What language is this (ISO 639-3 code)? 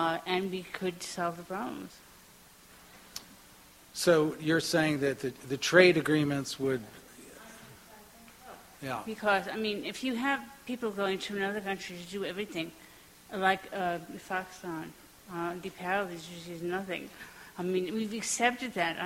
eng